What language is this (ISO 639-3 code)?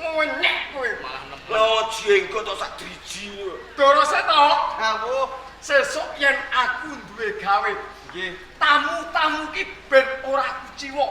jav